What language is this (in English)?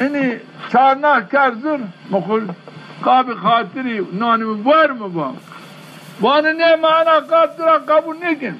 Zaza